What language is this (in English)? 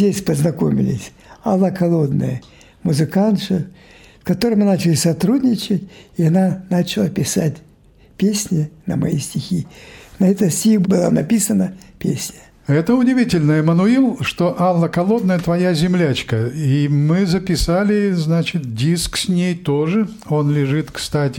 Russian